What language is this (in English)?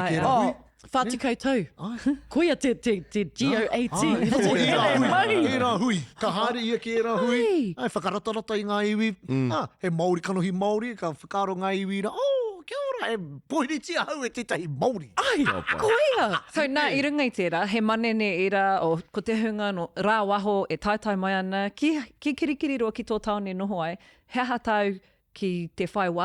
Māori